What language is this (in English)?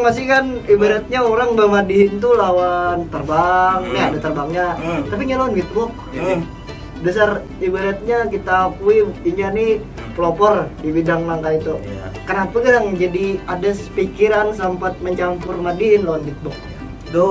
Banjar